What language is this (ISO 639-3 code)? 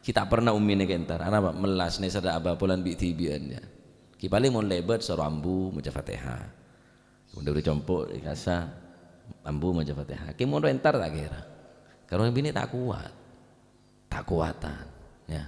mad